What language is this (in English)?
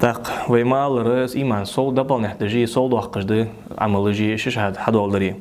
Ingush